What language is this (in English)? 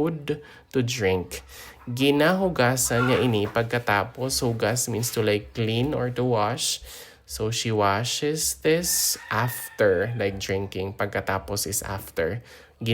Hiligaynon